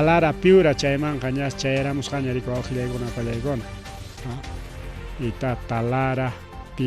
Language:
Ayacucho Quechua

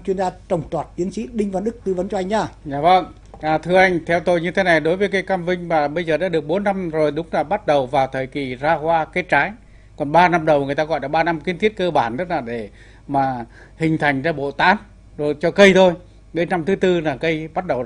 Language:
Vietnamese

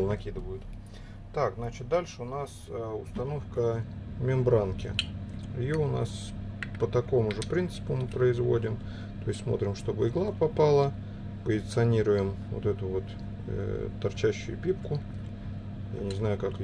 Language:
Russian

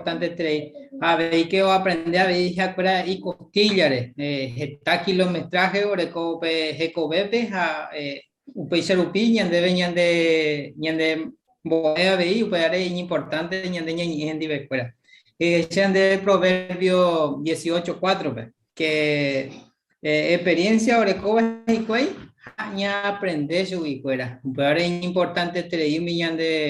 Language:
Guarani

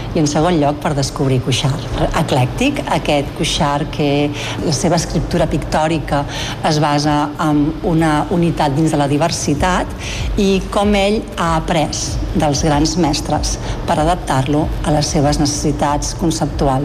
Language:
Catalan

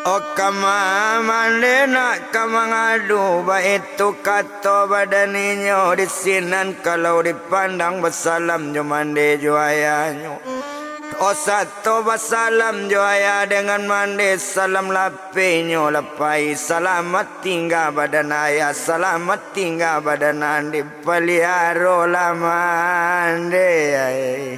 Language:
Minangkabau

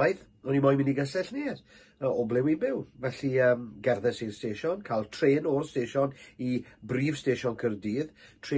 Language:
Welsh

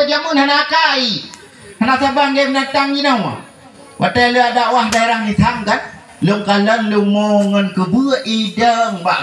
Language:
Achinese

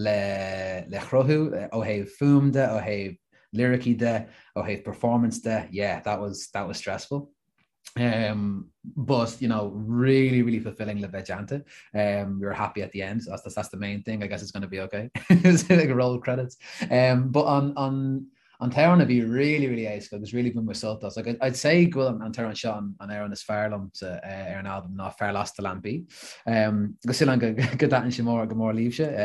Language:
Irish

